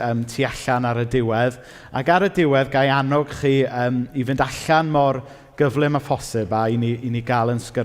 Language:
Welsh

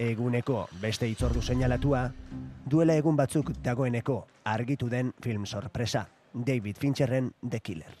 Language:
Basque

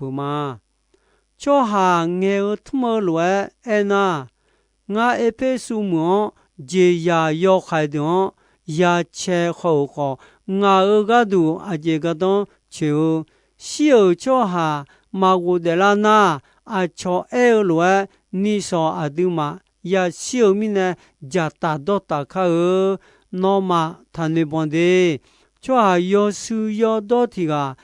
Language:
Akha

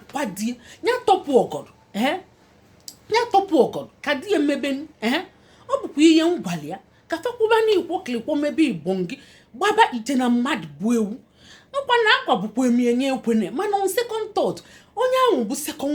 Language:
Igbo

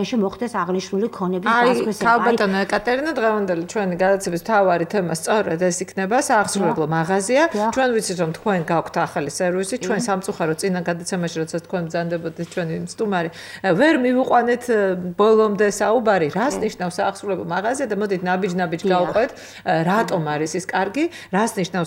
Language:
Georgian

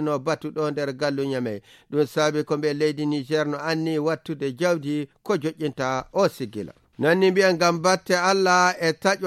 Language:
Nigerian Fulfulde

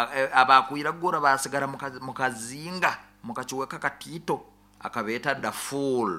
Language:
Nyoro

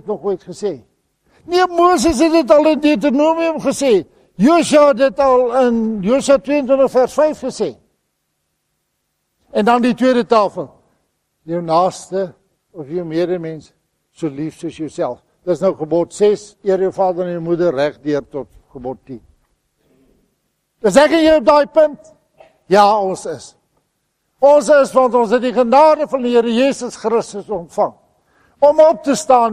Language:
Afrikaans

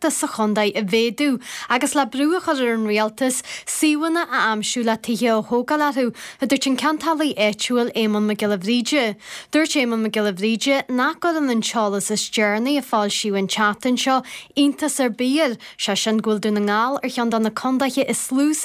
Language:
Irish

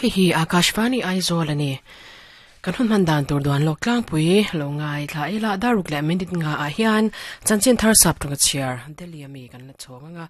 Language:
Mizo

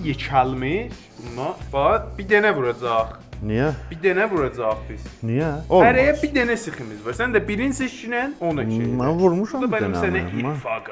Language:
South Azerbaijani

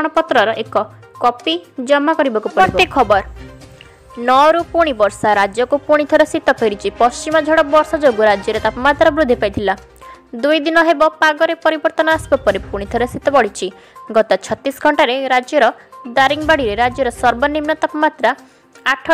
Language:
Odia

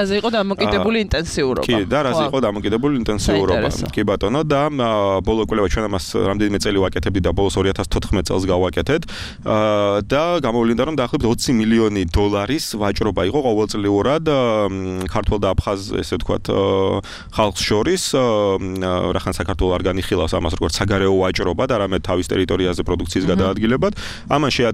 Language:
Georgian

